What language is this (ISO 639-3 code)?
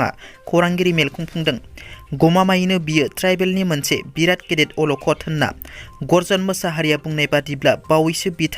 brx